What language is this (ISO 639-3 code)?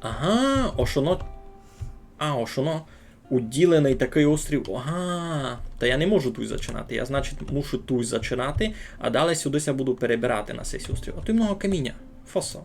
rue